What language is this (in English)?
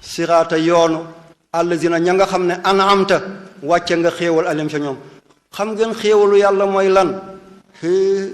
Wolof